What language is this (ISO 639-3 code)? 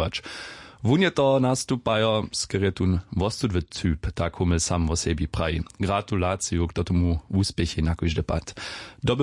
hsb